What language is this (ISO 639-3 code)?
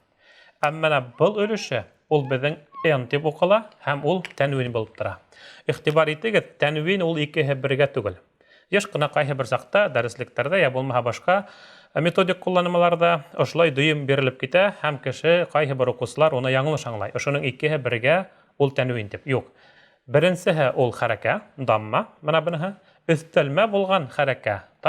bak